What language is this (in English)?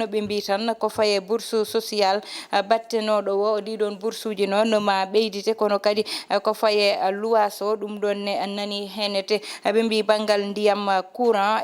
Fula